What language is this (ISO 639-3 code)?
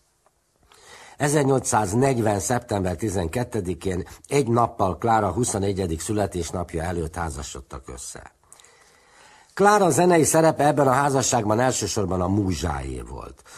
hun